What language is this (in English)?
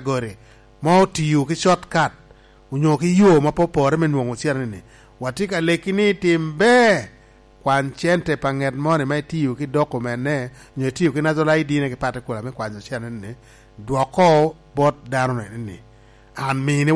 Lango (Uganda)